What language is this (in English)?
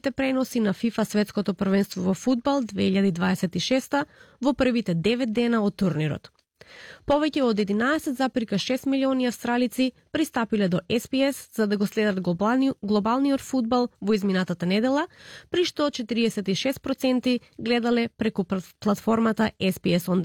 Macedonian